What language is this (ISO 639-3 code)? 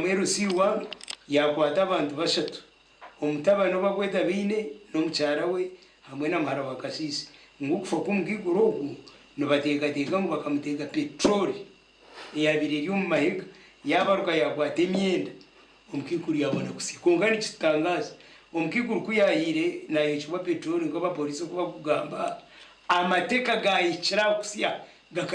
nyn